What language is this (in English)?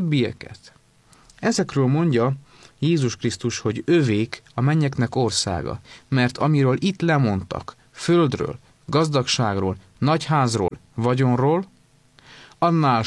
Hungarian